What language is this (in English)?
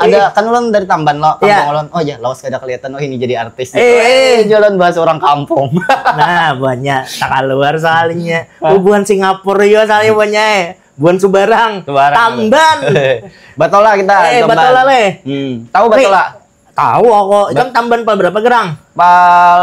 Banjar